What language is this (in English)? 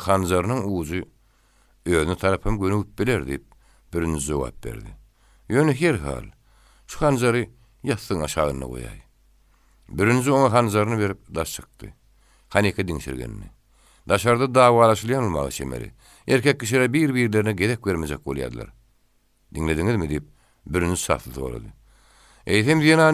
Turkmen